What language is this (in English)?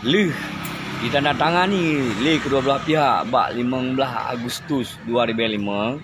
Achinese